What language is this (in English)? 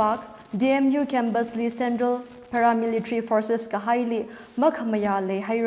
Tangkhul Naga (India)